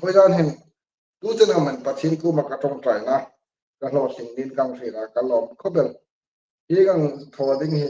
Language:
Hmar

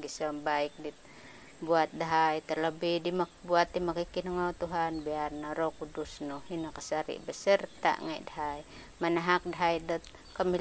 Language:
Central Dusun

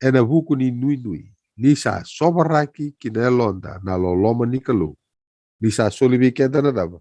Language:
Fijian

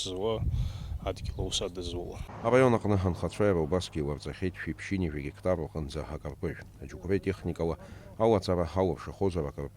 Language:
Abkhazian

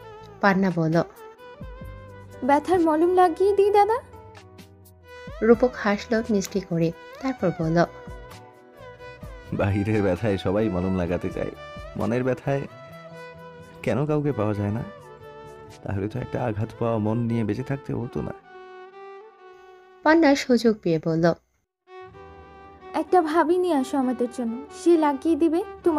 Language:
Bangla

